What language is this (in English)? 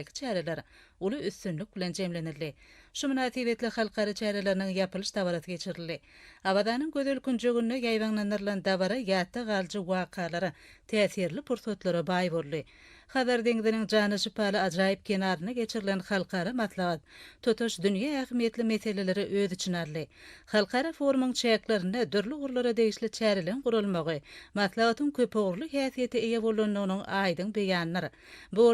Turkmen